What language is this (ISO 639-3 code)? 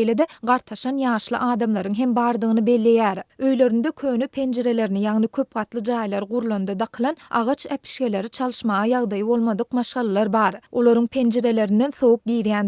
tuk